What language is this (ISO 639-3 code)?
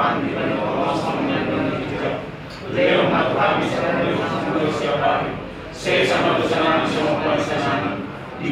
bbc